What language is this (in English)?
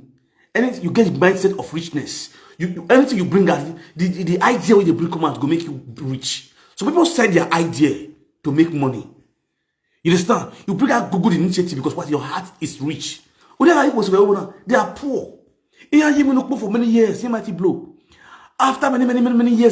Nigerian Pidgin